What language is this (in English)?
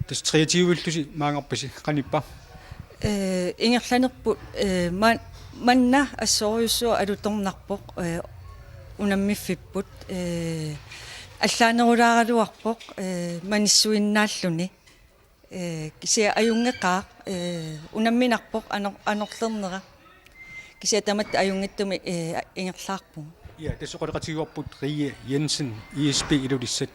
Kalaallisut